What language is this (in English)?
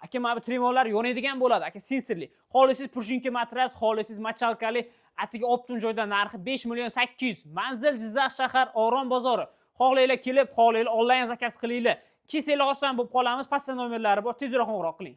Uzbek